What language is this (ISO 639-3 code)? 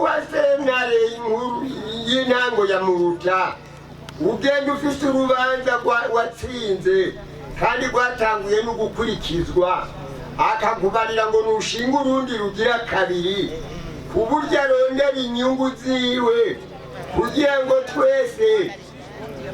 run